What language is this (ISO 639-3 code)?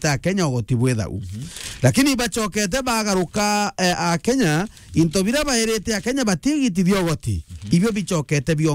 mer